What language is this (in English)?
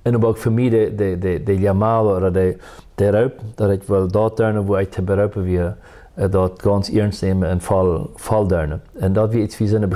Plautdietsch